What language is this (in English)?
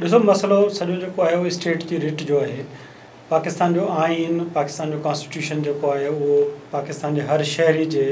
Sindhi